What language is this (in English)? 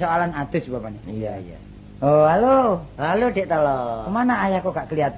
Javanese